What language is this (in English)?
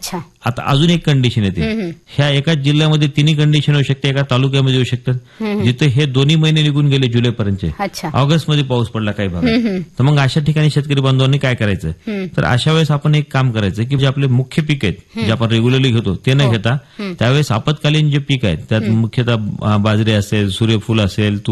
Marathi